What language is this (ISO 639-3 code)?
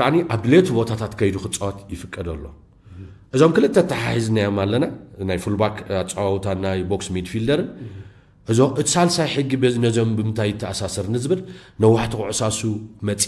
tir